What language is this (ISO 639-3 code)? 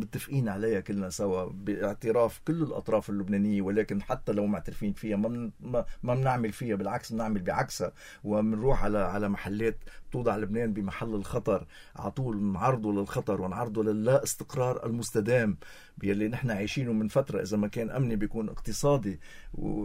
apc